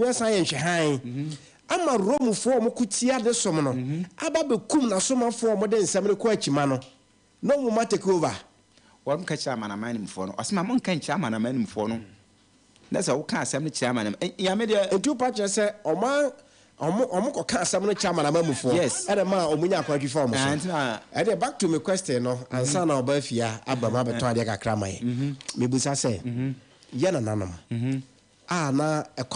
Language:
Akan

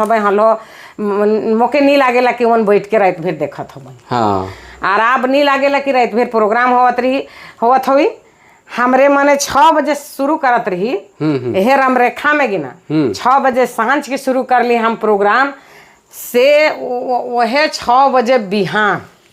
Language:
Sadri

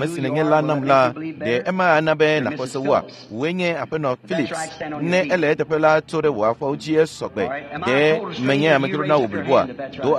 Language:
Ewe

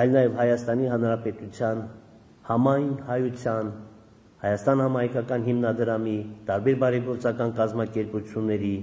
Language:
Armenian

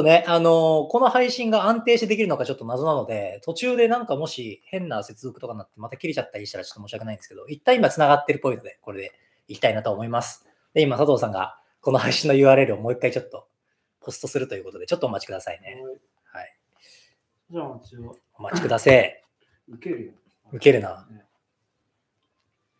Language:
Japanese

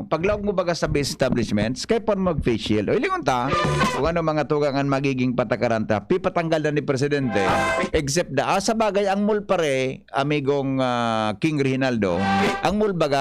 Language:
Bikol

